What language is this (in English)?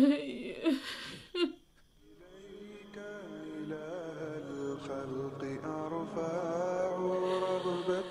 Malay